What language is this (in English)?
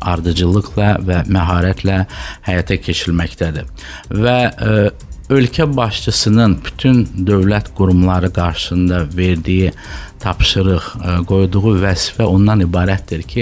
Azerbaijani